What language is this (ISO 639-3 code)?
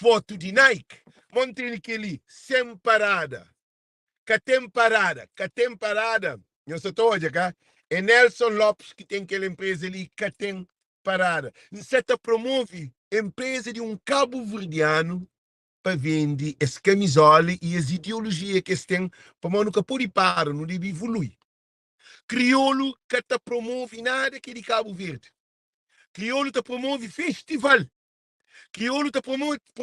kea